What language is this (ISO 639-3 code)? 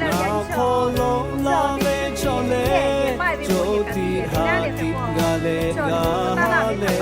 lhu